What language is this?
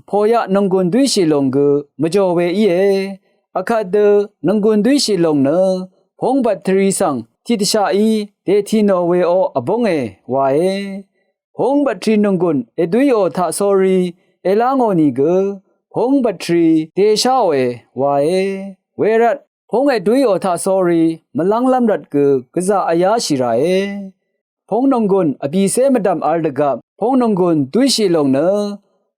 Rawang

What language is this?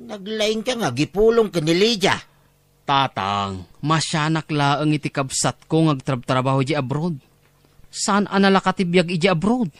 Iloko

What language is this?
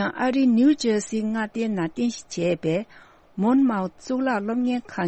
Tibetan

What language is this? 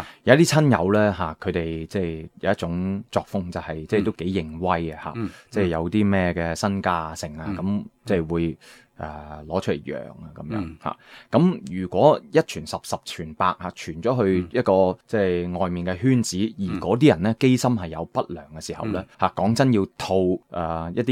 Cantonese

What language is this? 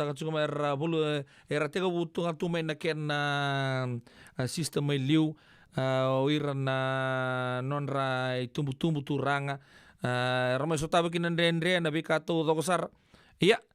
Fijian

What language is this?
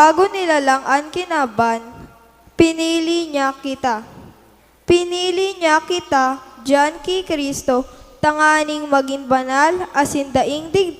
Bikol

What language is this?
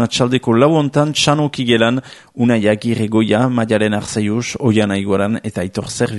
Basque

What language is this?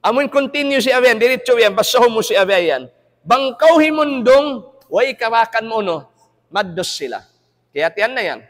Tausug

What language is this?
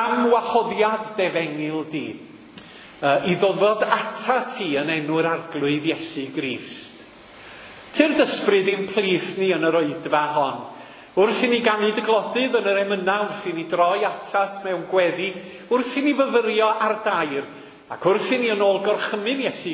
Welsh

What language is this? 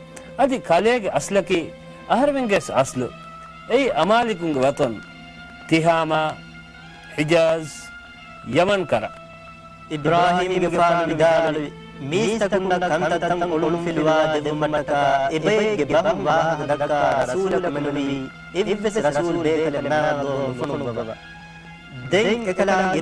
Divehi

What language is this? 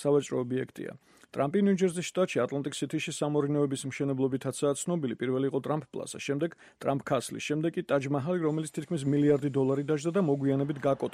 Georgian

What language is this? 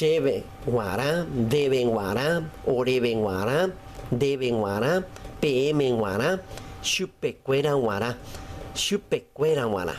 Guarani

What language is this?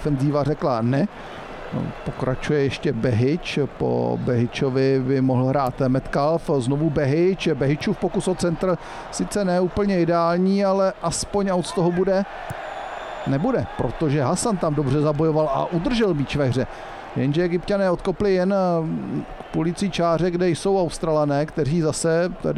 Czech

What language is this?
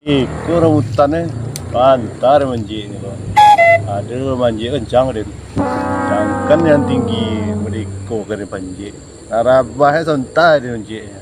Minangkabau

